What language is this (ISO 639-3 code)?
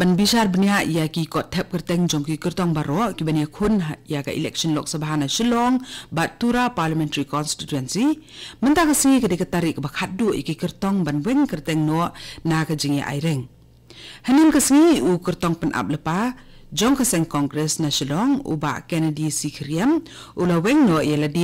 kha